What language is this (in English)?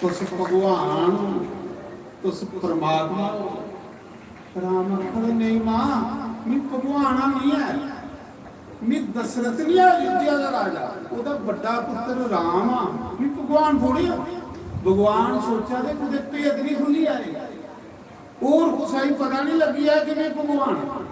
Dogri